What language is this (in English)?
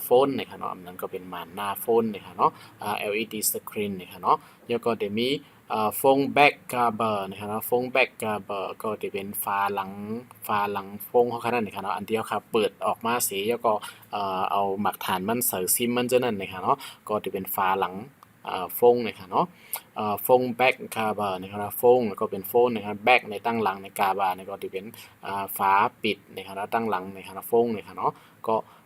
Shan